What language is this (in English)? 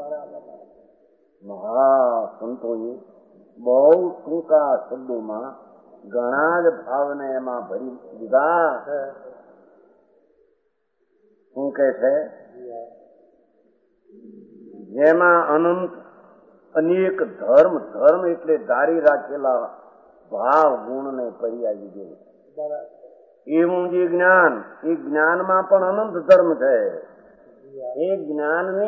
Gujarati